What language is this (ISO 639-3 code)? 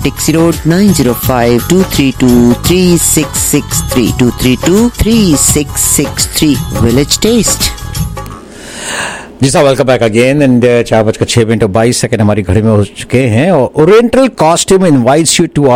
hin